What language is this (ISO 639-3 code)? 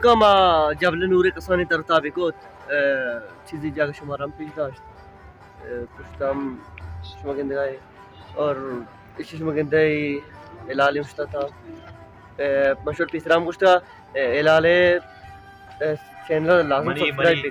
bal